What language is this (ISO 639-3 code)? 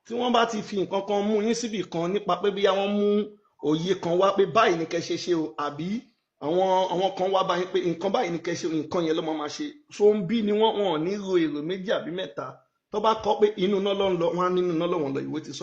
yor